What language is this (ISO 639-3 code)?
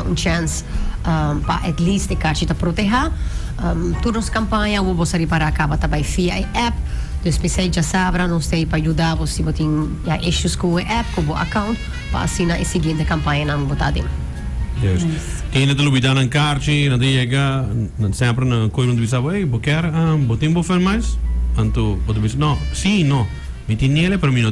pap